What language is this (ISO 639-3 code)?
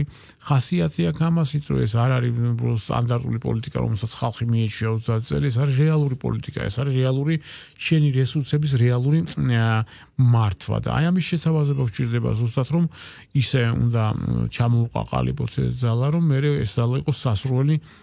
kat